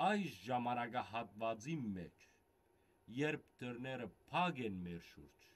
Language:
Western Armenian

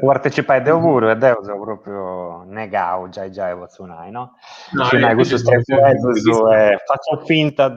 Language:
Sardinian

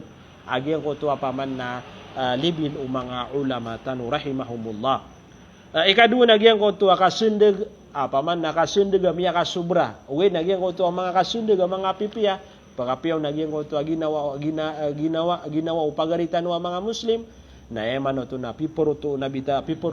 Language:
Maranao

